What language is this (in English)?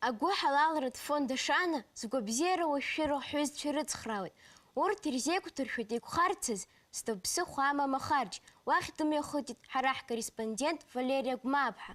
Abkhazian